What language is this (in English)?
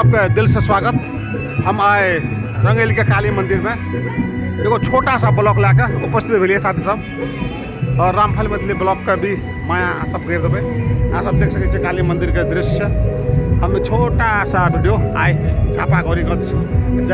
Maithili